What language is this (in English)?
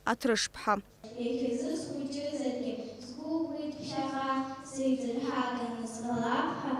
Abkhazian